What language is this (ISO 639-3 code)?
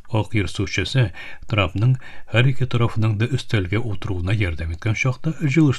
tat